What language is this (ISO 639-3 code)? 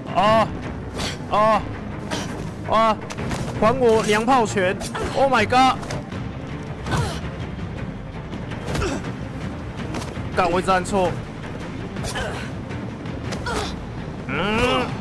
zho